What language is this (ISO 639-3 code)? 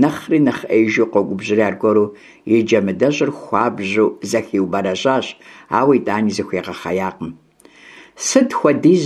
kbd